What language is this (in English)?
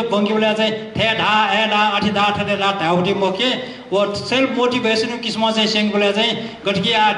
Newari